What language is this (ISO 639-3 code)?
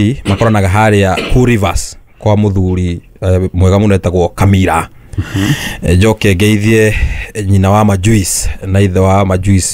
kik